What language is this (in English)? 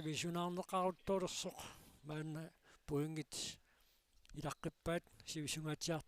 Kalaallisut